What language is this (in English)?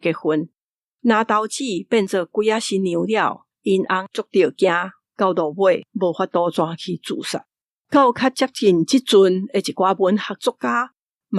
Min Nan Chinese